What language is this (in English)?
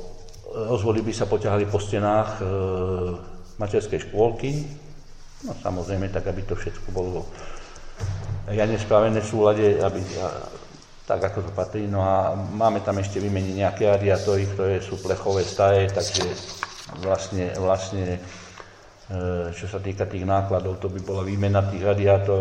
Slovak